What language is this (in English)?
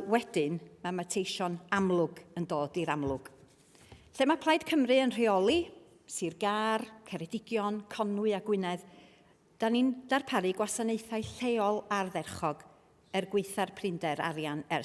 Welsh